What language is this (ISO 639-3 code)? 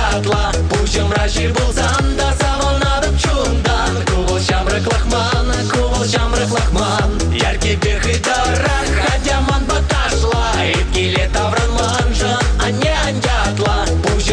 chv